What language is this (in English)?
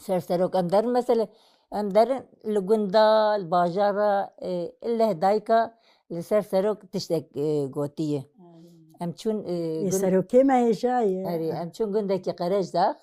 Kurdish